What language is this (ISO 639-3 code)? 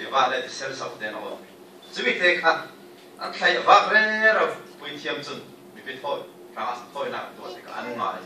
cfm